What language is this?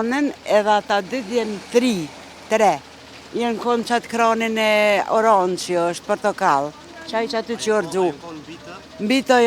Albanian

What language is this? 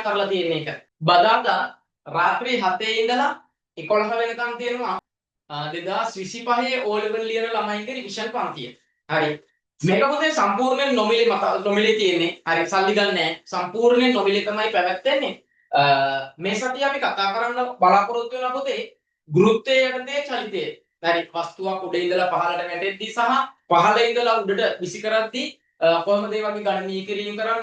Sinhala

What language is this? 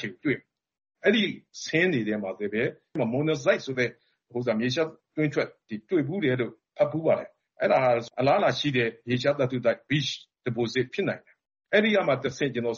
Burmese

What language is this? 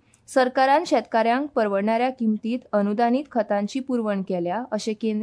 Konkani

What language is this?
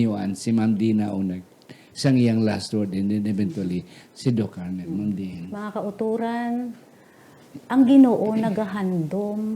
Hiligaynon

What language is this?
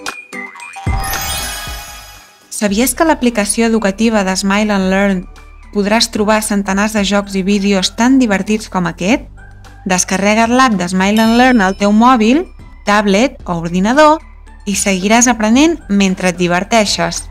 Catalan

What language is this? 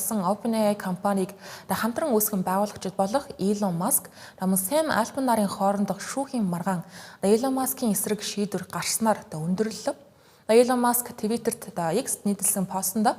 Mongolian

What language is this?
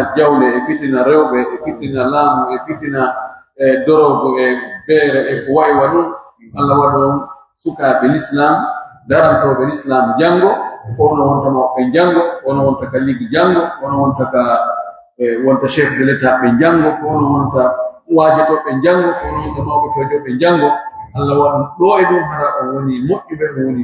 Pular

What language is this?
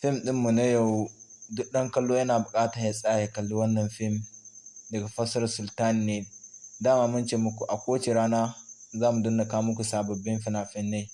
Hausa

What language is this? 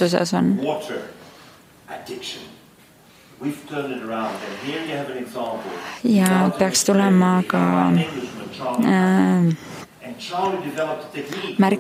Estonian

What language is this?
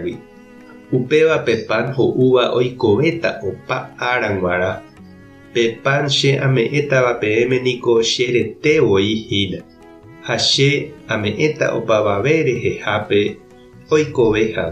Guarani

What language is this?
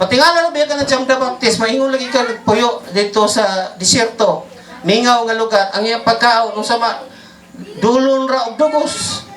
Cebuano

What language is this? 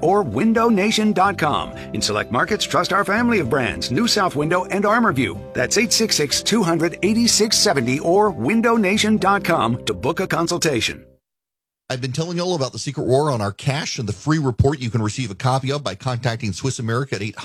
English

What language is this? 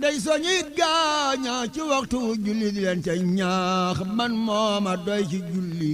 Wolof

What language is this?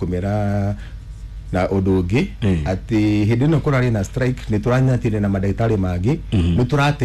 Kikuyu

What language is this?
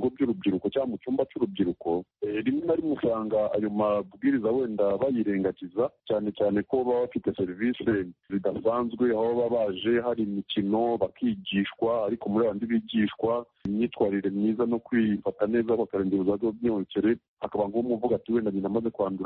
Kinyarwanda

